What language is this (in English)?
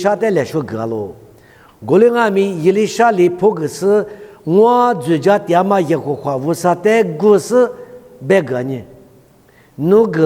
Lisu